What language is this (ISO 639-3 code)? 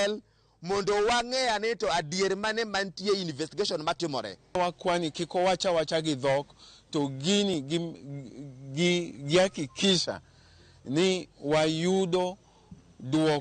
luo